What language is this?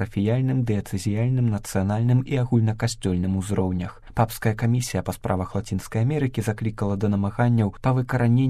Belarusian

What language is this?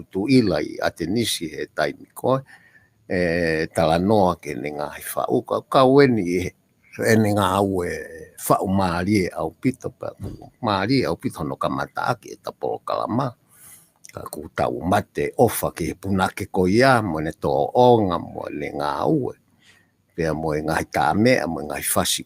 Tongan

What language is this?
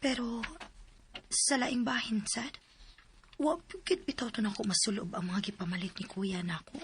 Cebuano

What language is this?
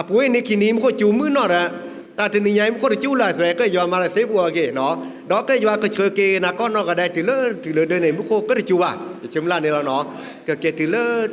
S'gaw Karen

